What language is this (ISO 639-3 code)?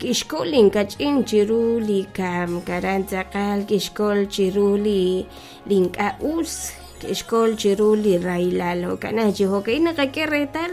kek